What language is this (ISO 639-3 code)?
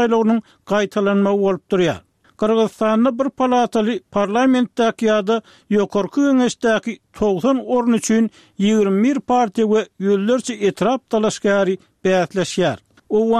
tuk